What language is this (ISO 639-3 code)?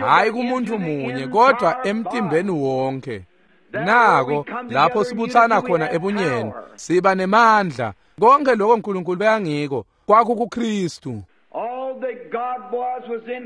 ssw